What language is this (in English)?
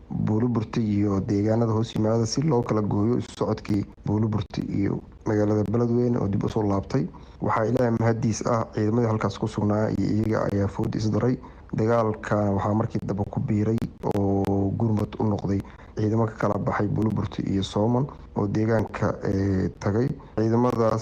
Somali